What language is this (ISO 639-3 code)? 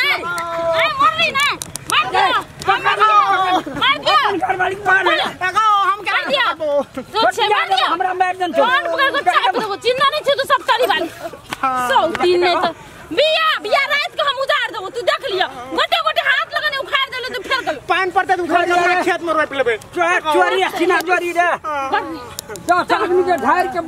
mai